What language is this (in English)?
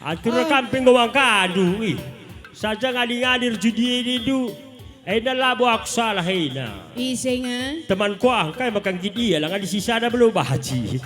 Batak Karo